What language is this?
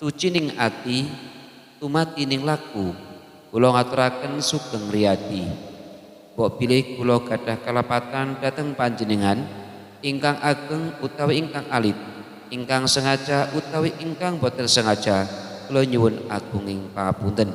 Javanese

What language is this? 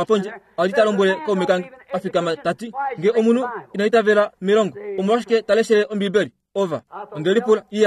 Kuanyama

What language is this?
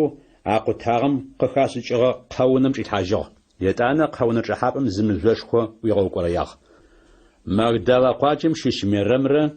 Adyghe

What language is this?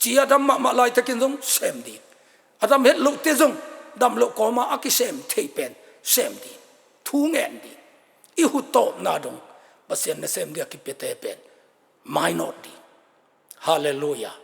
Tedim Chin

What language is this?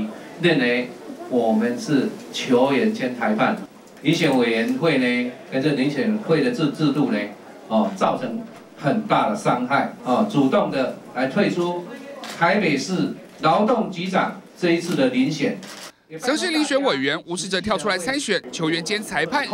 Chinese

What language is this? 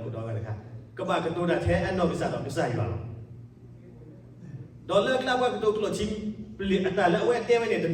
S'gaw Karen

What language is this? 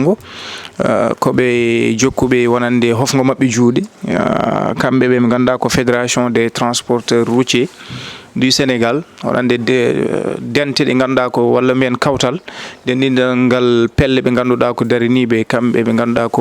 Fula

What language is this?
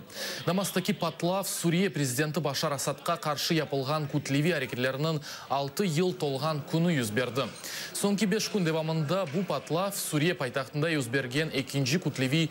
Crimean Tatar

